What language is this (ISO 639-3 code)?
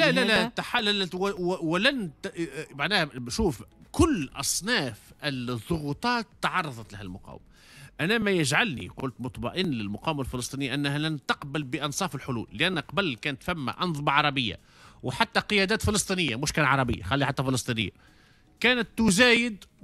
aeb